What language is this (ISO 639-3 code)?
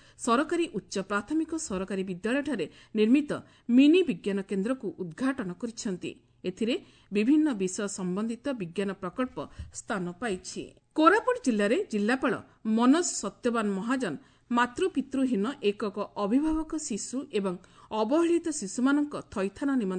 ori